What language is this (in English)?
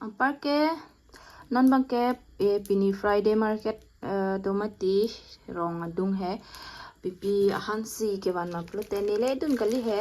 Karbi